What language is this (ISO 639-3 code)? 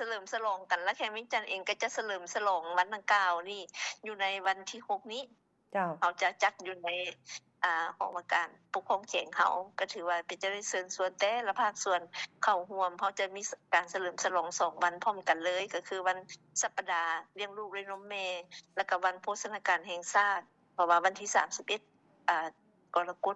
lao